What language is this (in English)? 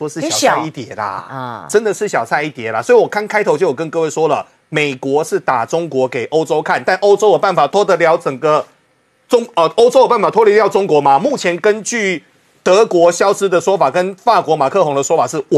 Chinese